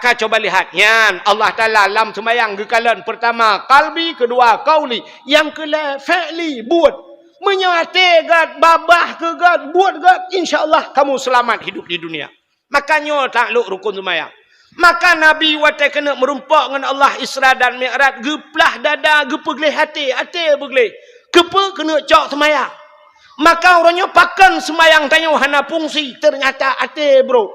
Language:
Achinese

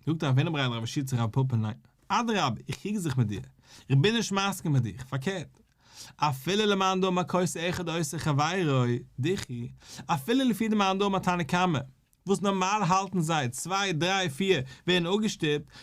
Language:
Yiddish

